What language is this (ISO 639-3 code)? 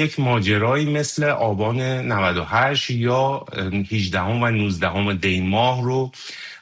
fas